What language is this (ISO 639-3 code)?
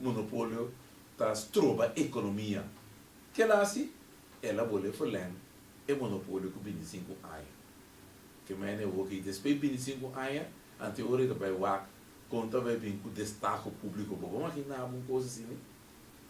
pap